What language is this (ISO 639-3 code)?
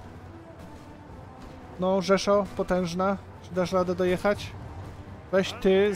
pol